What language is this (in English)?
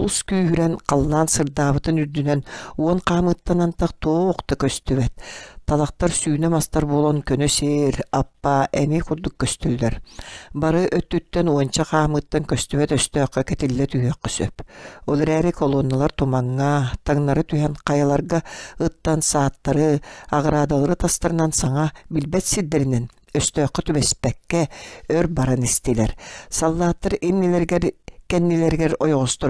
Yakut